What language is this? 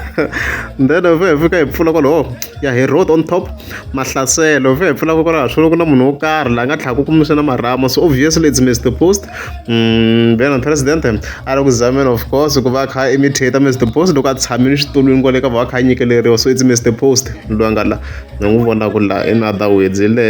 Tsonga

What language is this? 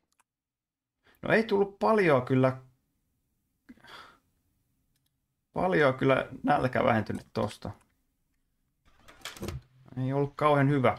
Finnish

